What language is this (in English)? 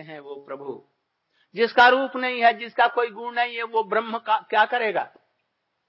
Hindi